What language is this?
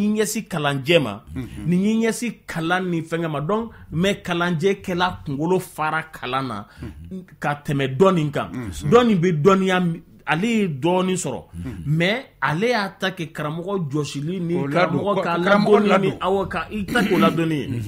Bambara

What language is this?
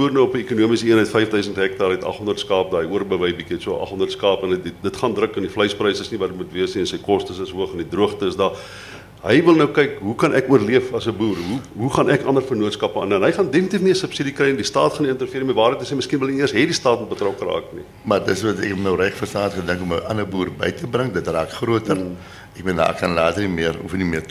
Afrikaans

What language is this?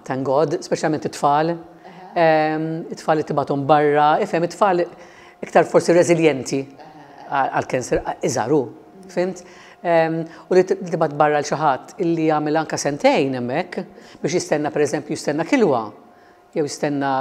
Maltese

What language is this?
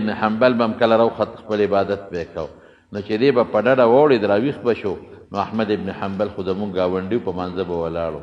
Pashto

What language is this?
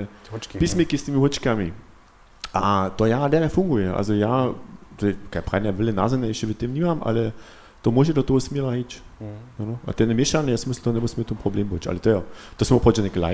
Upper Sorbian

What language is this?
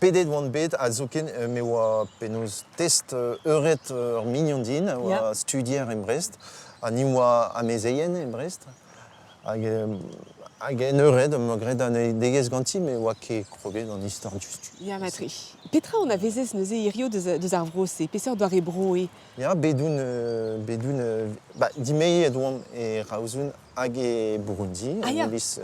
Breton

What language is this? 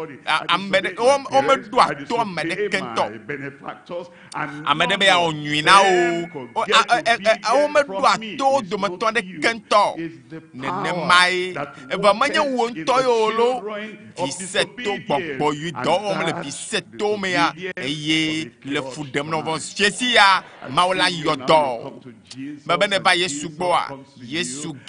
Ewe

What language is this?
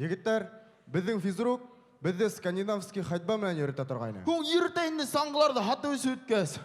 Bashkir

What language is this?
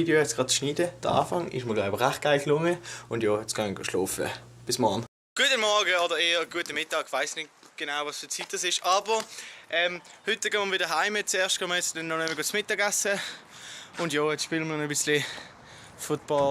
Swiss German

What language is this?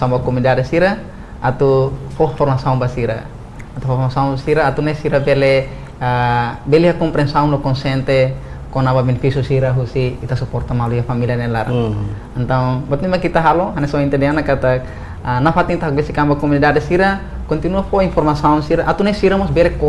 Tetum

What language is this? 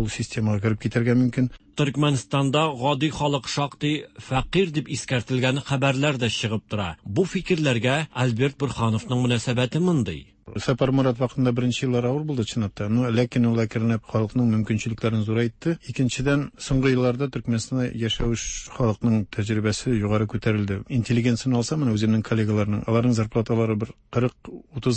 Tatar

